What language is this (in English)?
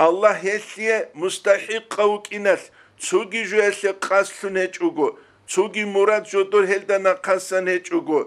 Avaric